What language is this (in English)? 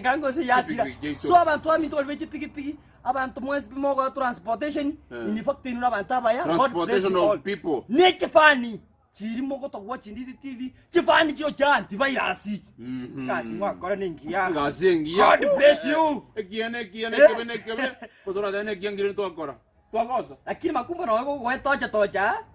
Gusii